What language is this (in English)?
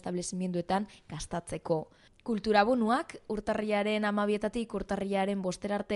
Basque